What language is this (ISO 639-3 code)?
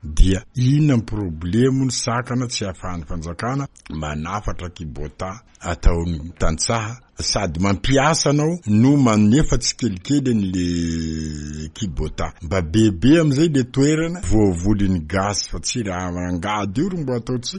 mlg